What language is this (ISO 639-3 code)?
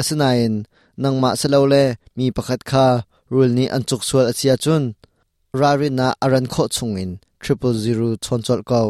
cnh